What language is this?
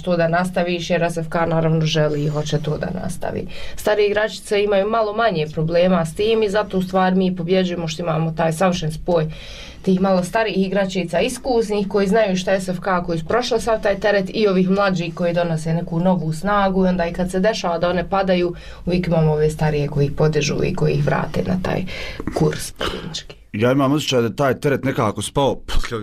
Bosnian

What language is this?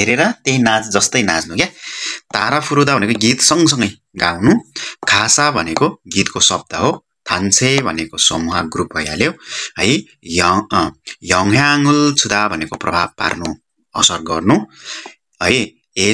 Nepali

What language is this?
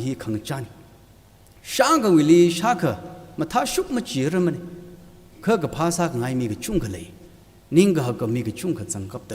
Tangkhul Naga (India)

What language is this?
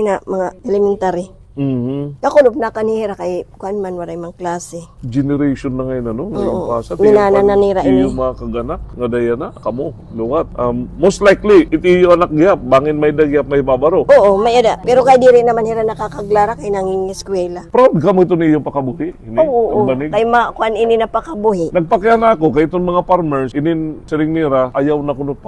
Waray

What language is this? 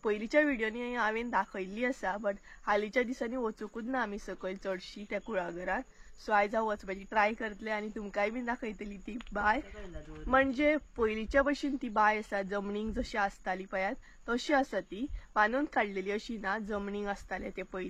Konkani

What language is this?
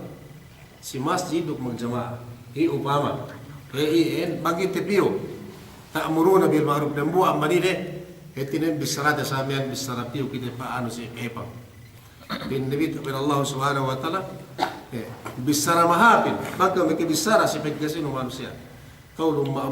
Yakan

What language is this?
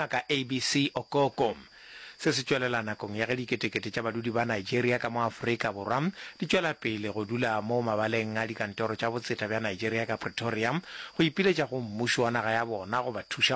Northern Sotho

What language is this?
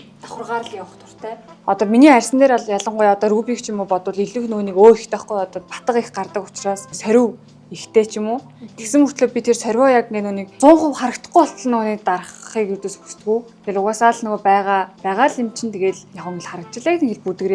Mongolian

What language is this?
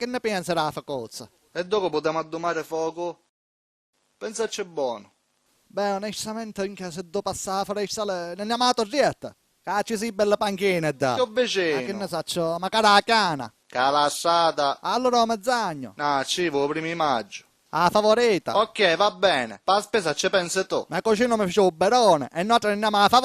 Sicilian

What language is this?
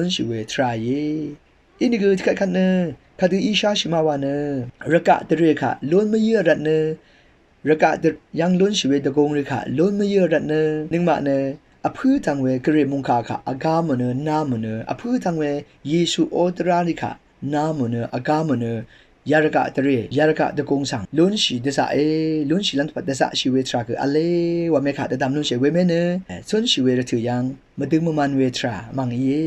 Rawang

